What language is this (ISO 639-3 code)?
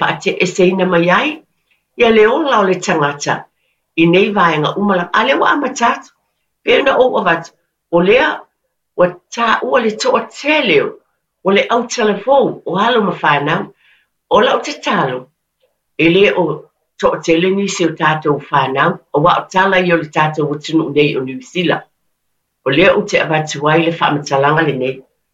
smo